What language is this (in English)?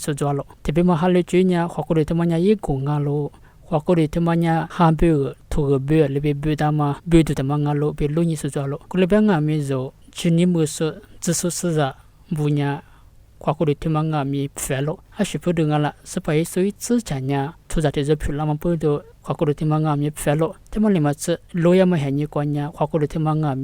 Lisu